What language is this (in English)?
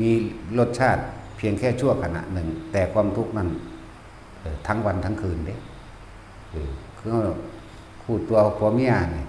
Northeastern Thai